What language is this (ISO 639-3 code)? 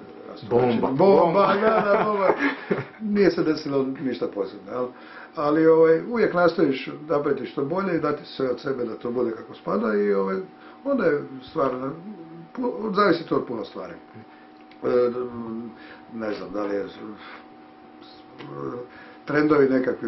hrv